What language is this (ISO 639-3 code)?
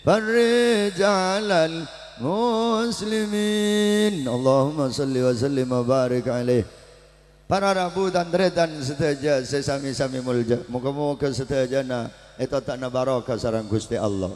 mad